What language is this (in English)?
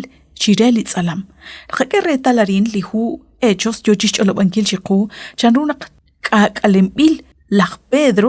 Kekchí